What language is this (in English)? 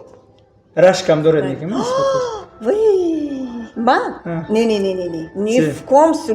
Tajik